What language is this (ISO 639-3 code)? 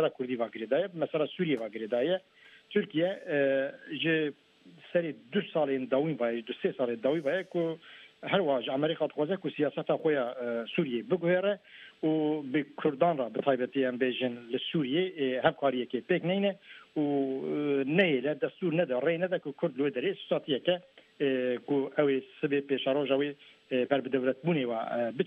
kur